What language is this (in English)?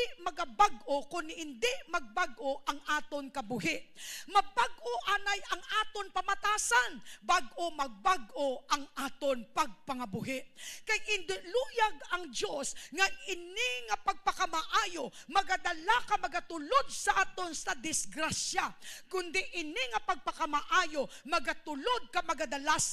Hiligaynon